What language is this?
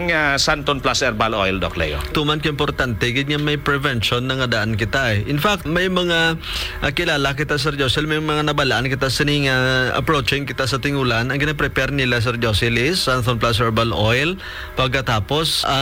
Hiligaynon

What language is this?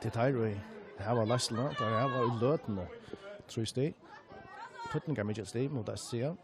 Faroese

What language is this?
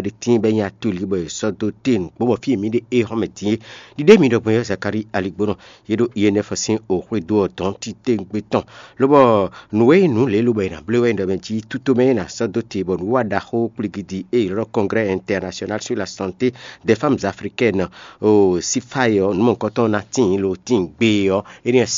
Fon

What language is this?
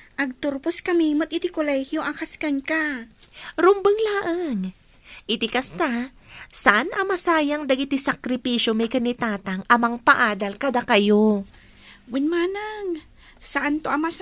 Iloko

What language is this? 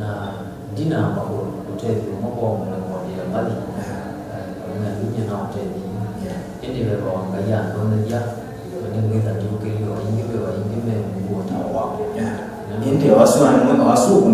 Kamba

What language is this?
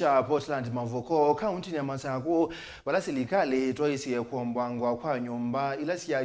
Kamba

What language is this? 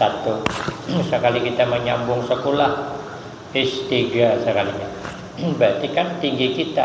Banjar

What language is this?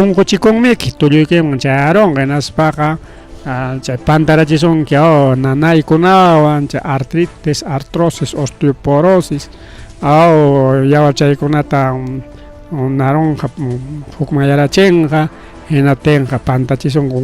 Ayacucho Quechua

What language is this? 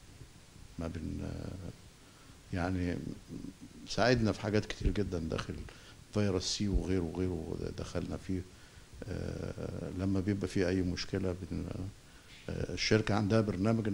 Egyptian Arabic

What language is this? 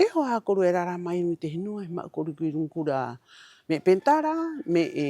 Rapanui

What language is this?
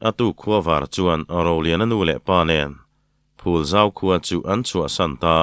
Mizo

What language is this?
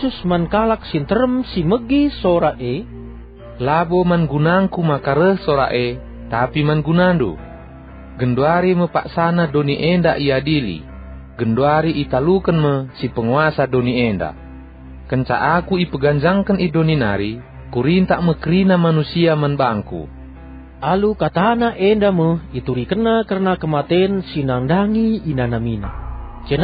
Batak Karo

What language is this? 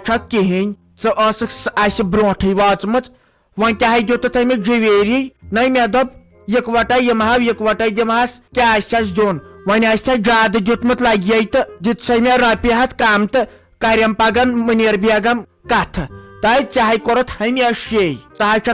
Kashmiri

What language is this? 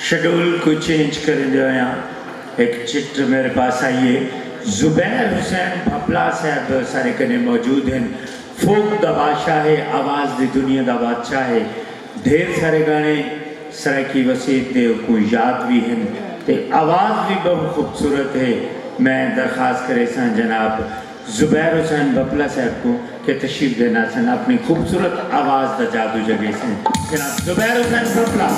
Saraiki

